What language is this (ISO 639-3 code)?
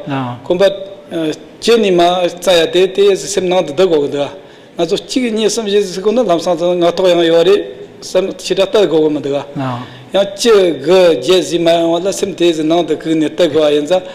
bod